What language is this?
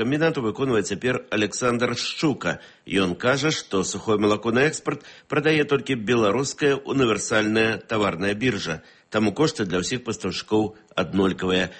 Belarusian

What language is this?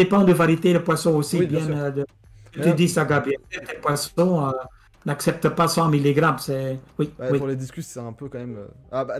French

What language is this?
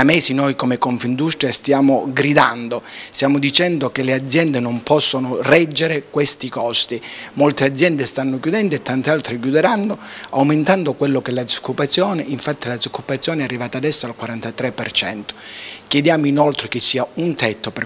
Italian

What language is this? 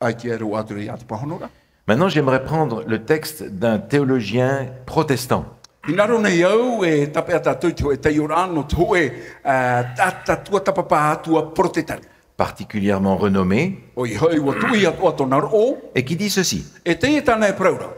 Tahitian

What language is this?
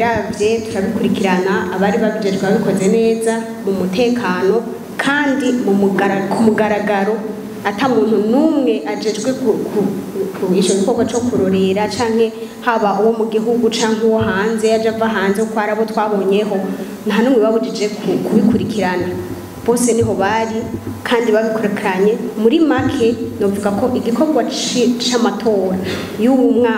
Rundi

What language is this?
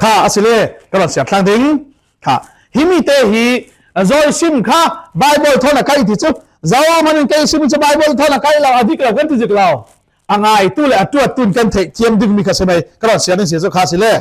Falam Chin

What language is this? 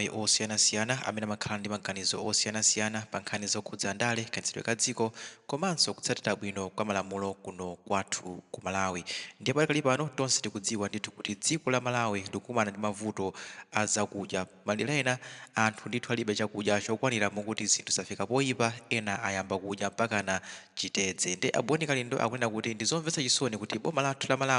Nyanja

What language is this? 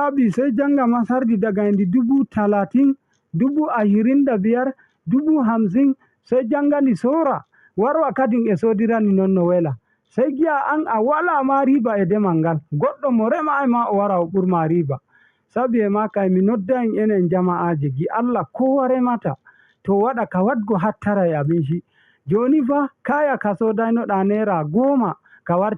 Fula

